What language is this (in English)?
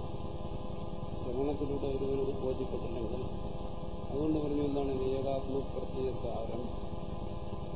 Malayalam